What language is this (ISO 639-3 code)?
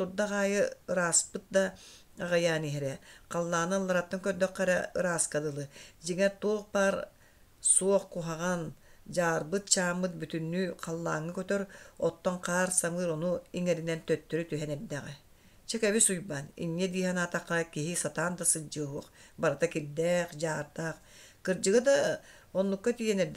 sah